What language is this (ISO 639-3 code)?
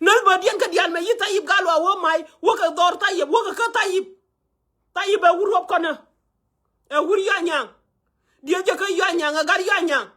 nus